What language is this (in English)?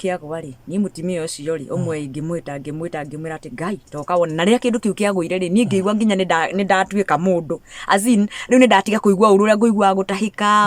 Kikuyu